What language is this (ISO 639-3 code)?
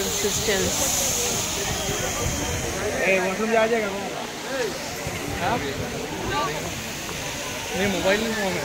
hin